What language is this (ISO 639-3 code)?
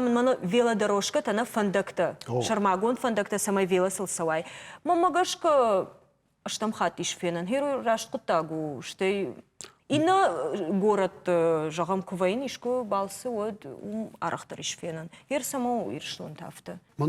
oss